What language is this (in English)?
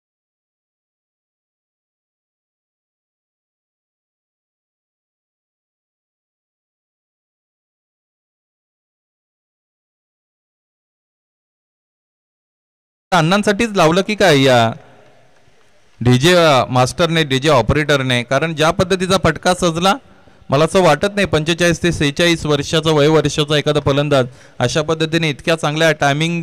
Marathi